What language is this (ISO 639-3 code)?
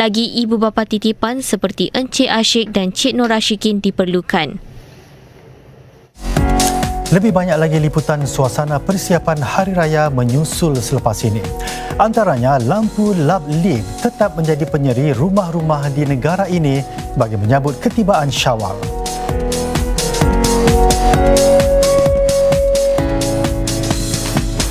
msa